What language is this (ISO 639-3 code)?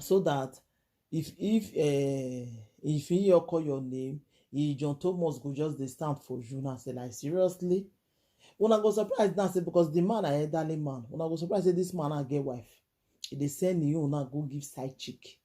pcm